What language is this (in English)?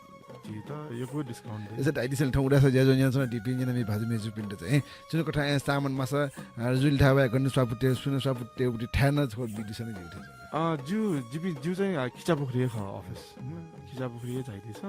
Newari